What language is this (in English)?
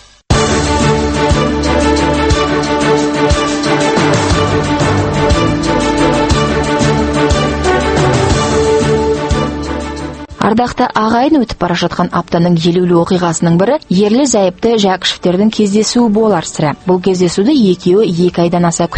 Kazakh